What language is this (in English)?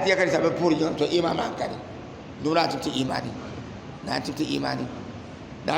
Dagbani